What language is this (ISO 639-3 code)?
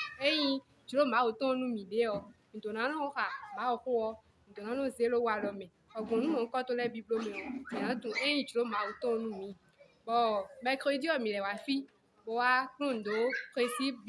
fon